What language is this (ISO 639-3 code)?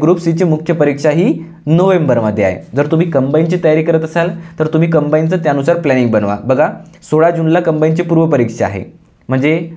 mar